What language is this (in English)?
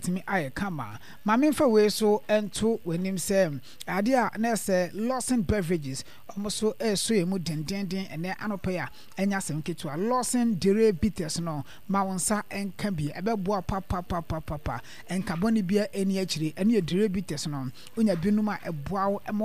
Akan